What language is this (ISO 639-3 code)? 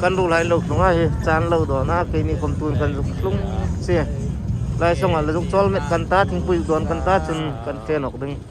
hmr